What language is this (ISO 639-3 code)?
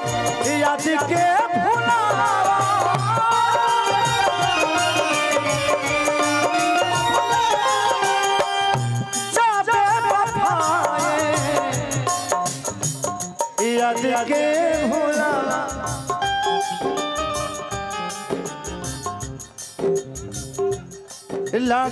bho